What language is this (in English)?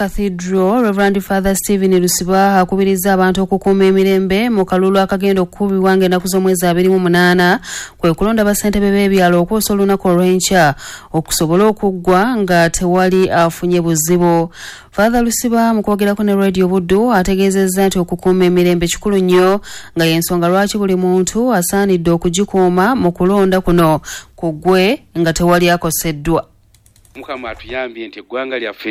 Ganda